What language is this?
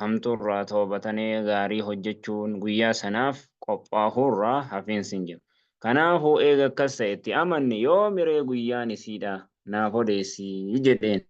Oromo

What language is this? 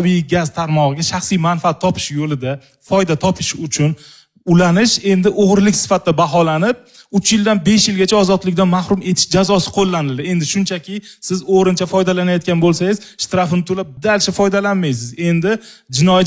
Uzbek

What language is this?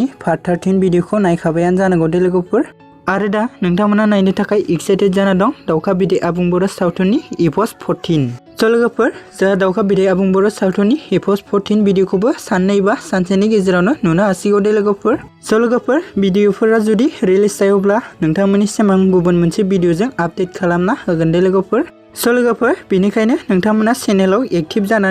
Bodo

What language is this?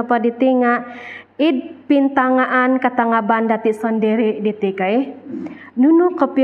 Central Dusun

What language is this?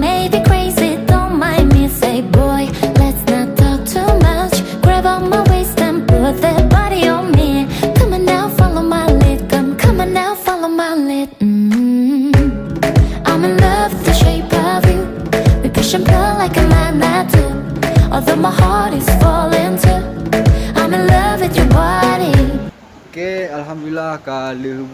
Achinese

